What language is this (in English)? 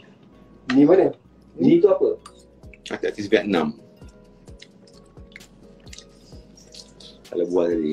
Malay